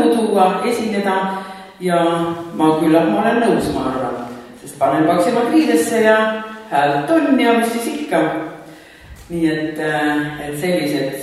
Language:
Estonian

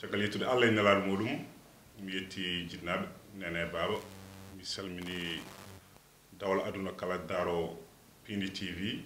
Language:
Fula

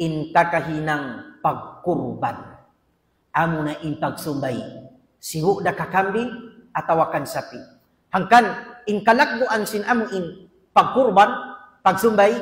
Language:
Tausug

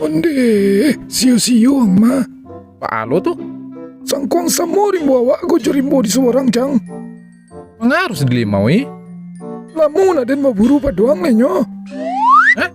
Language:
Minangkabau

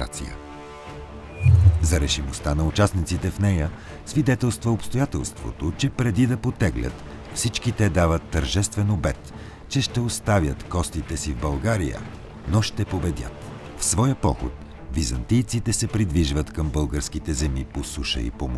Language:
Bulgarian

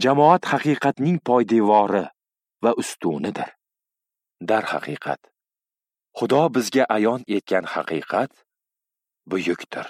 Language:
Uzbek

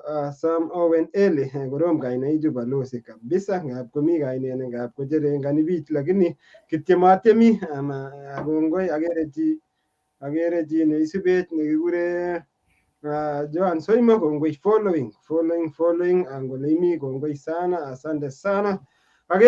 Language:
Kalenjin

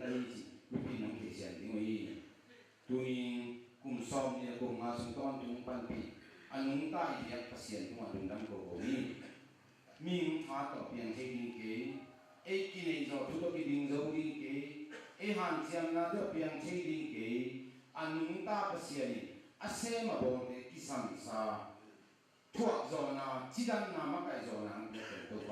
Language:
Tedim Chin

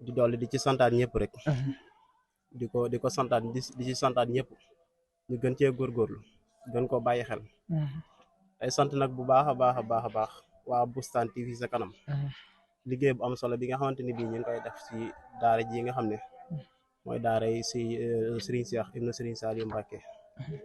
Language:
Wolof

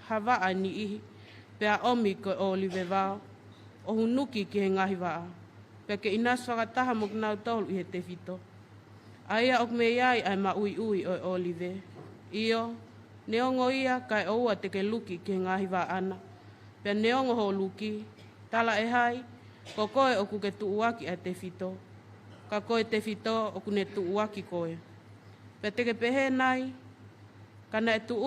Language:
Tongan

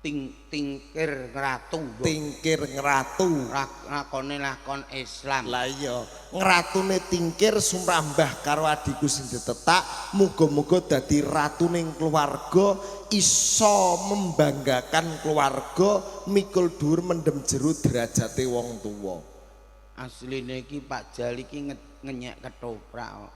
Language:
Javanese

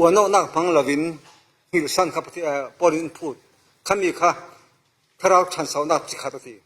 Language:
Falam Chin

